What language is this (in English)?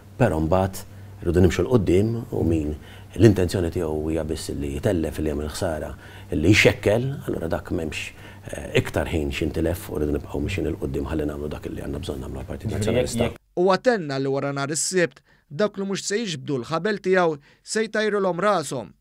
Maltese